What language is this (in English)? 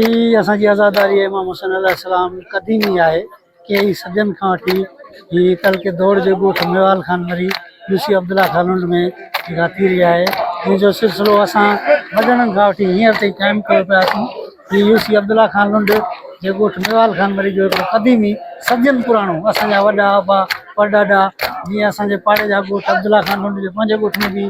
Sindhi